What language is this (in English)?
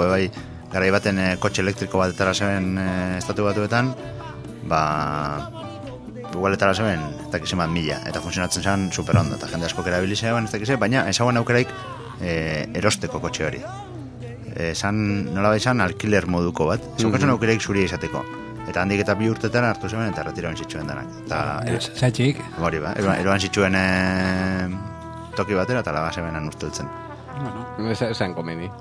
Basque